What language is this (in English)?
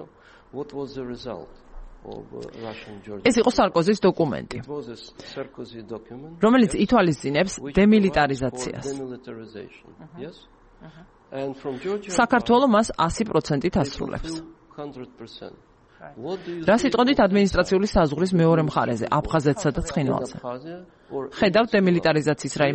Georgian